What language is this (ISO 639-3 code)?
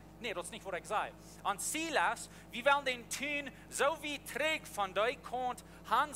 pdt